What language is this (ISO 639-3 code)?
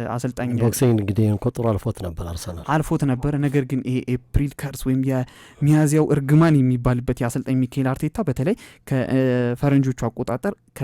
amh